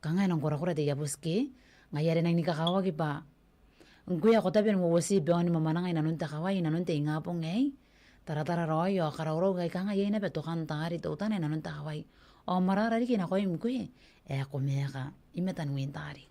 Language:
Gilbertese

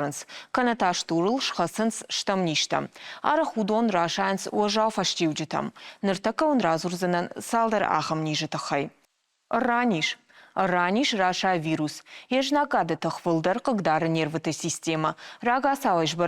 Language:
Ossetic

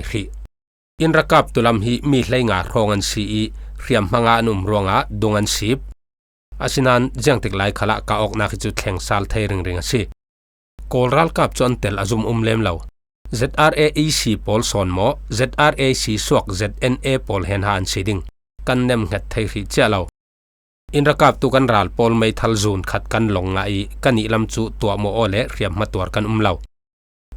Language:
Falam Chin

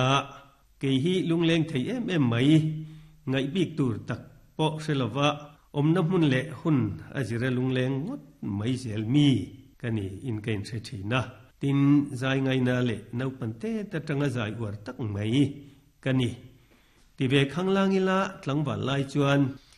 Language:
Mizo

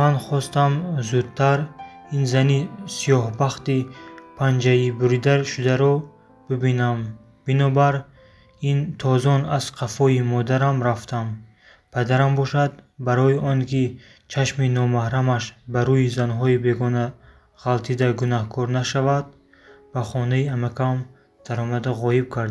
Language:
Tajik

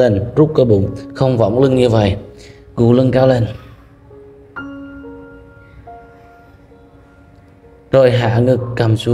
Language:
Vietnamese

